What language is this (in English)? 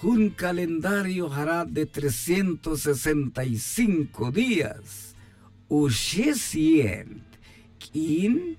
Tz'utujil